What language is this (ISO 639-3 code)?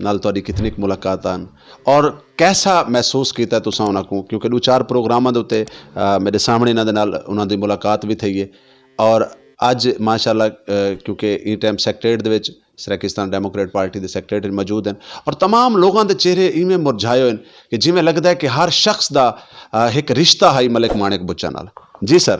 skr